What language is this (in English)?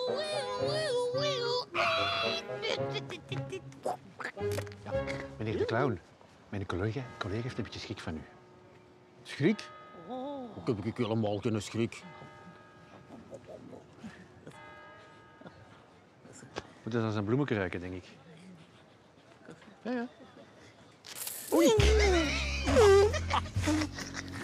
Dutch